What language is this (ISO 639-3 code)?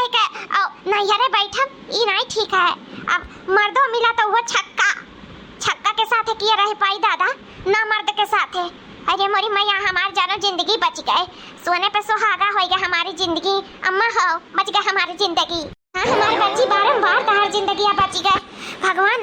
awa